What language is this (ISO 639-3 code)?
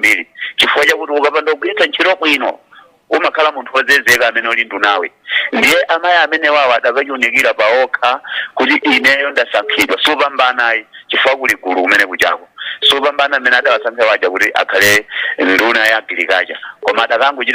nya